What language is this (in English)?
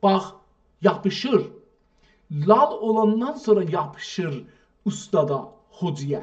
South Azerbaijani